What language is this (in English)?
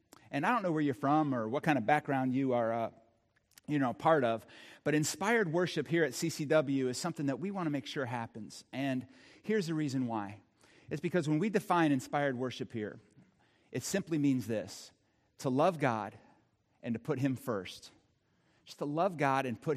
English